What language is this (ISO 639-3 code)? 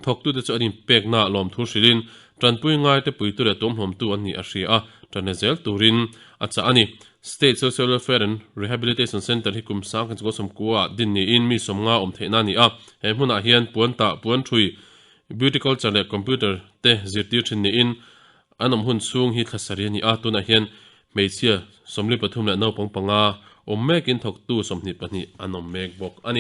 lus